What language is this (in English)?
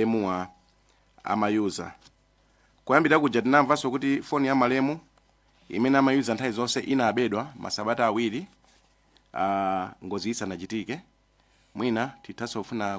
Nyanja